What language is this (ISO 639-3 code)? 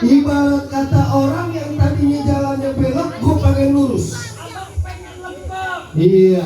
bew